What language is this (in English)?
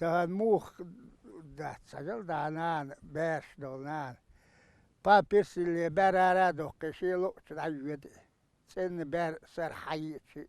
Chechen